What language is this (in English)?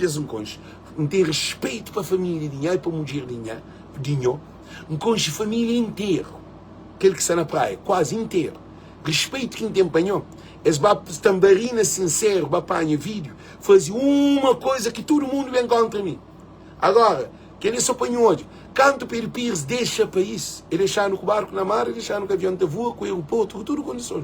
Kabuverdianu